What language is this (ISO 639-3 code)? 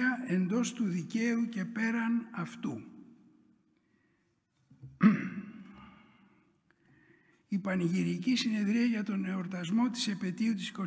ell